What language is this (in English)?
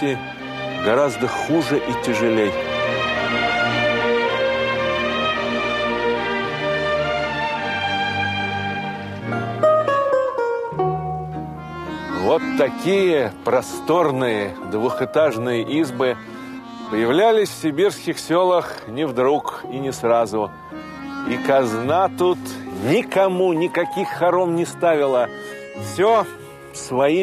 Russian